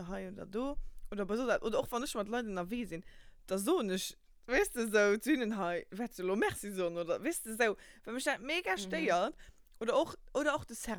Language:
Luxembourgish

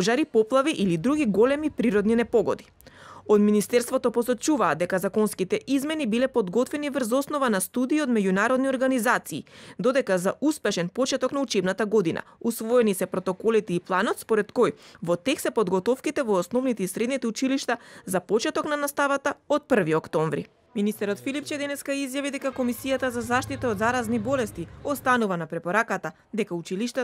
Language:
Macedonian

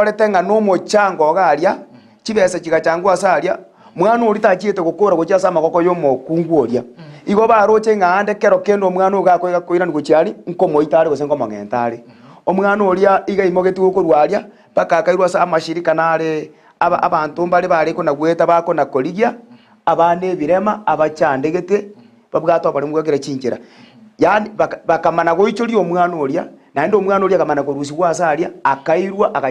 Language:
Gusii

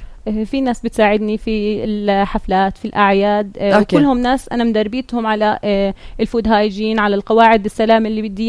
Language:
North Levantine Arabic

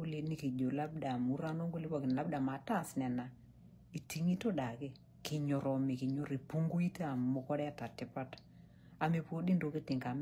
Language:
Masai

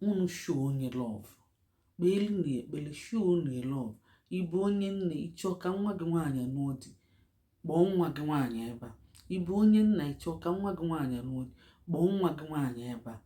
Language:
Igbo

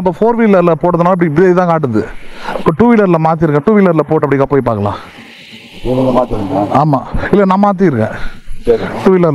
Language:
Tamil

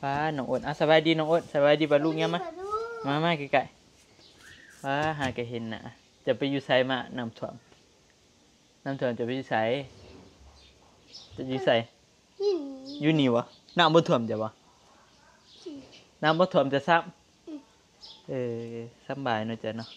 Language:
Northeastern Thai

